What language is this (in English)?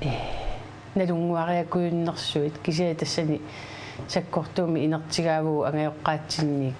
Kalaallisut